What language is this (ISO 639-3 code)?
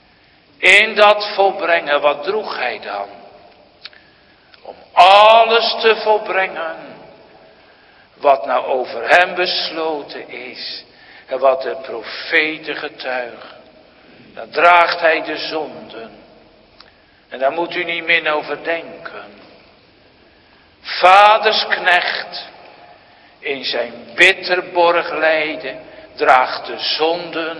nld